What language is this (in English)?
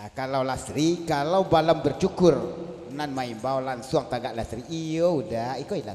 Minangkabau